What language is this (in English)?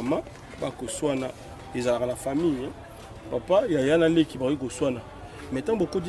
Lingala